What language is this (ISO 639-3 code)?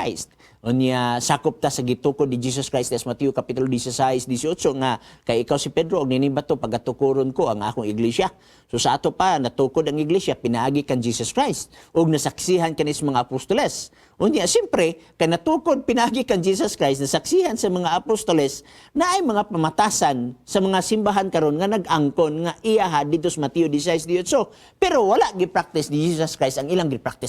ceb